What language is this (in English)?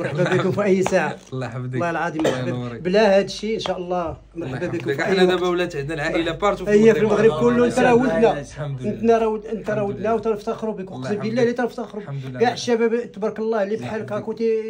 Moroccan Arabic